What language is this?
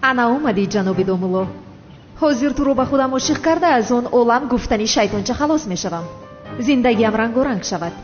Tajik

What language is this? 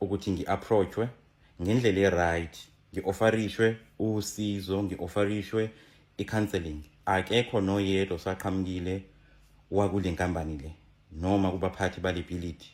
Zulu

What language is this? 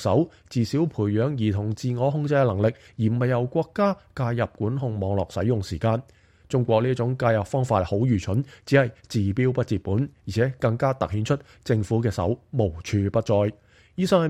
Cantonese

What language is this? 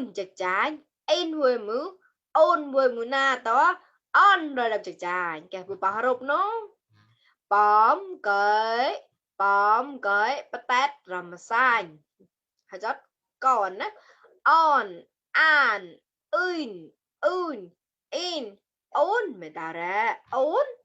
Mon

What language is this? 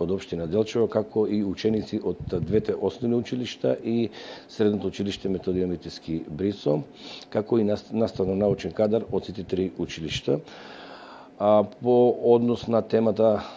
Macedonian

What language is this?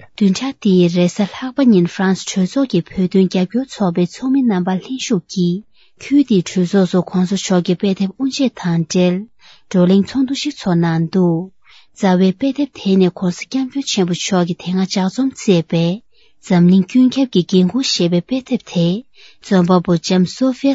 Tibetan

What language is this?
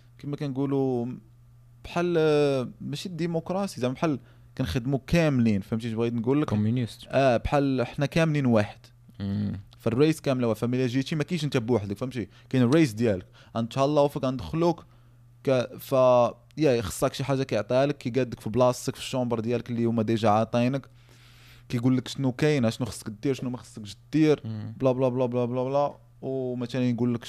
Moroccan Arabic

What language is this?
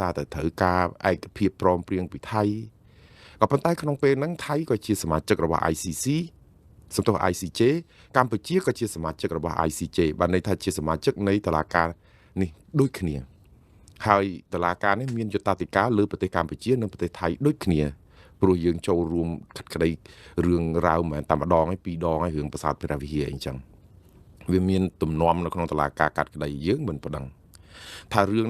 Khmer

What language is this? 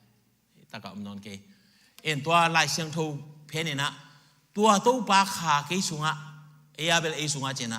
Tedim Chin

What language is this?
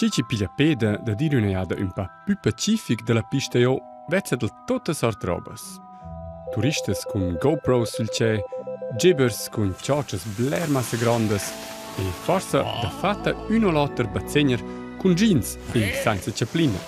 Romansh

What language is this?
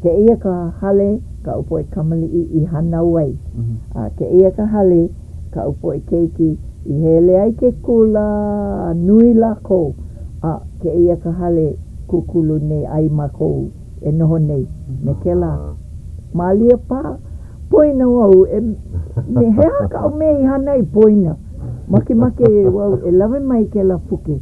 Hawaiian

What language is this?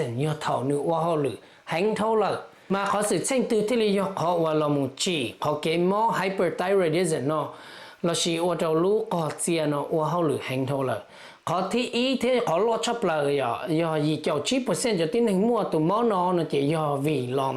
Hmong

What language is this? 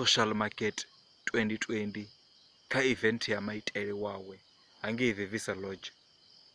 Venda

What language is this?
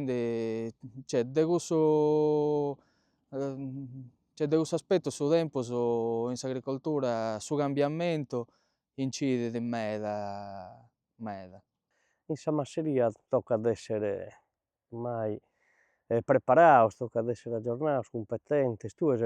Sardinian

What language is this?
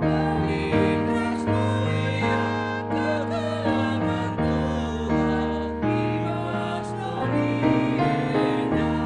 Batak Karo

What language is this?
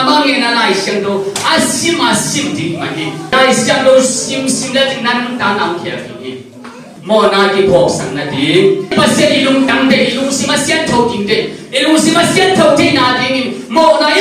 Tedim Chin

